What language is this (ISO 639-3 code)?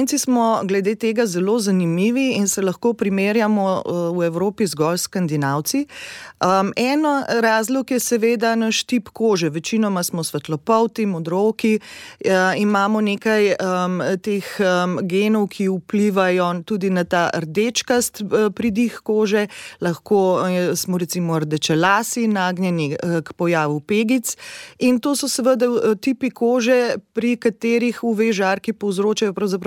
slv